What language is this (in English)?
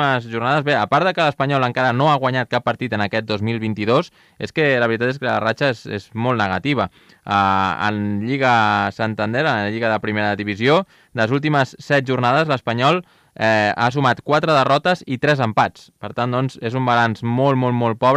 Catalan